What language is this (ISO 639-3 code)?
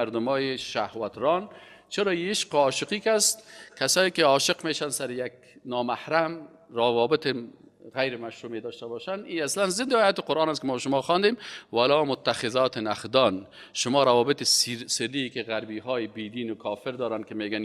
fas